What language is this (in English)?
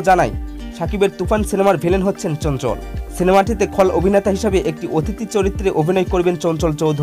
Bangla